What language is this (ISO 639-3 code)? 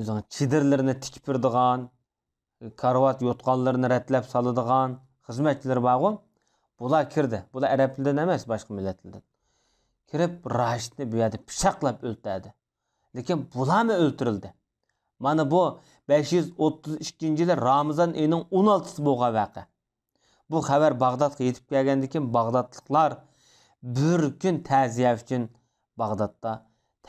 uig